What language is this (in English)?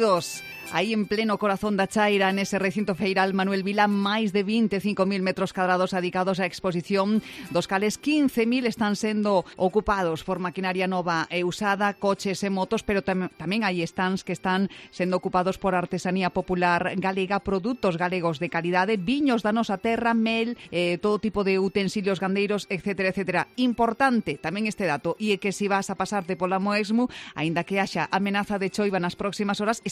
Galician